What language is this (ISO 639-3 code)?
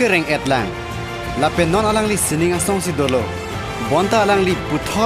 mjw